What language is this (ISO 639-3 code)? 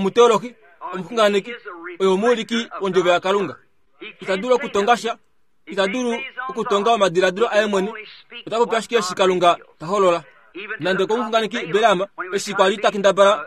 kua